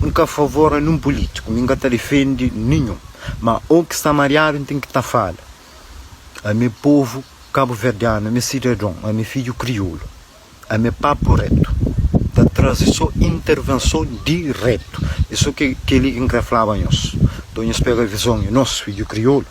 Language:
Kabuverdianu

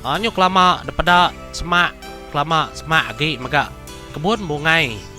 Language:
Iban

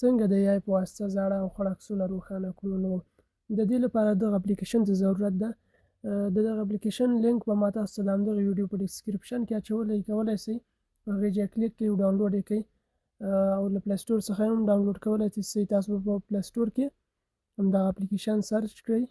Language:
Pashto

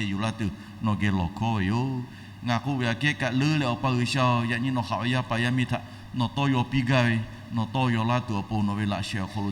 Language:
Lahu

